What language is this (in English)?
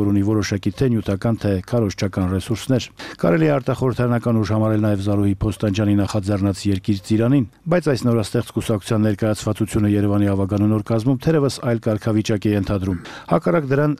Armenian